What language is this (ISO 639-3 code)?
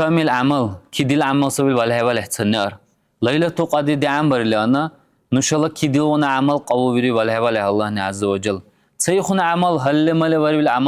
dar